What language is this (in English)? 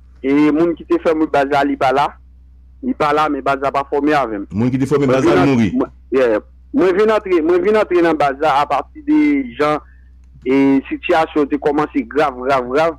Haitian Creole